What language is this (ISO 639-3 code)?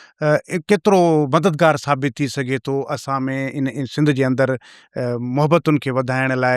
snd